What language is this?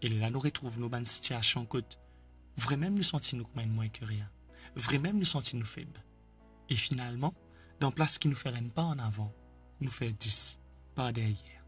Morisyen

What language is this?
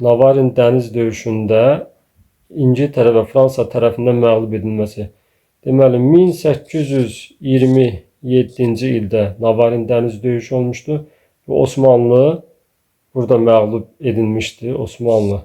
Azerbaijani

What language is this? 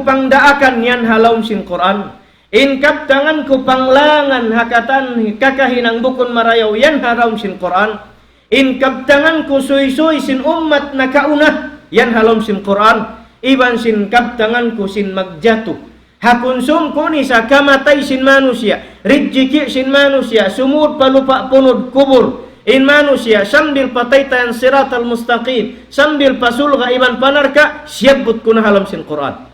Tausug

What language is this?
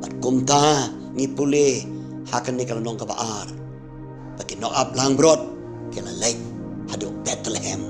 Khasi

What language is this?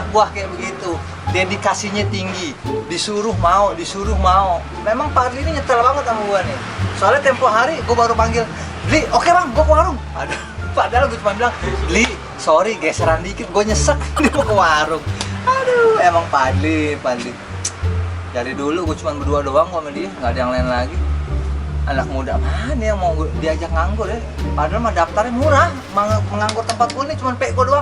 Betawi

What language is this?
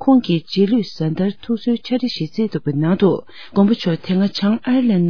Tibetan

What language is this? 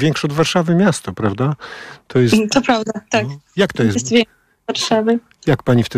Polish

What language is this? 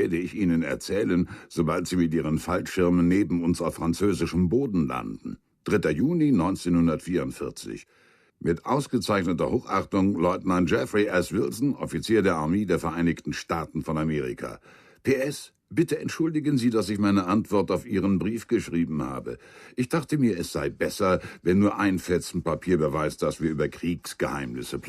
Bavarian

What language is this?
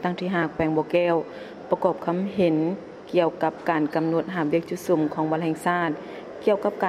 Lao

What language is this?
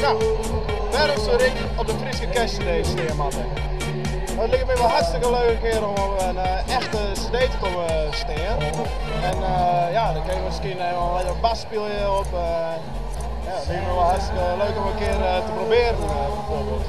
Western Frisian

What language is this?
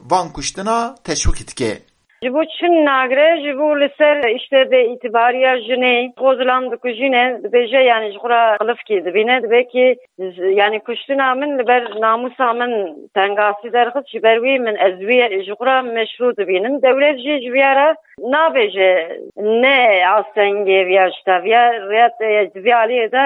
Kurdish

